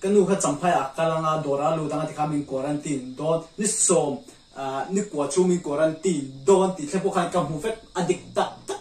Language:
Mizo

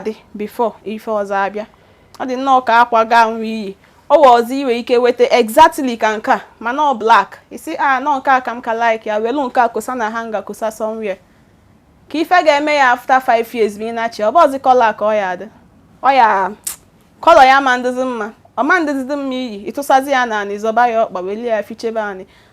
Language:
Igbo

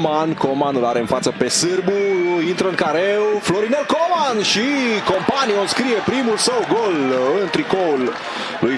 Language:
Romanian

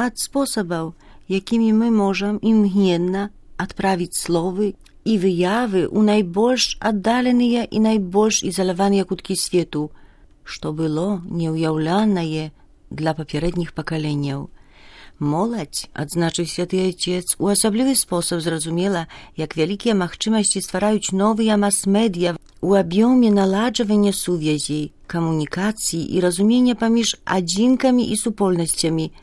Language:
Belarusian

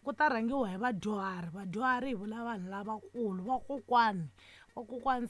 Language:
Tsonga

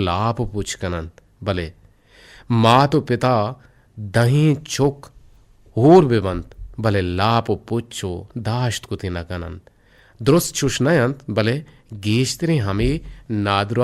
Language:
Eastern Balochi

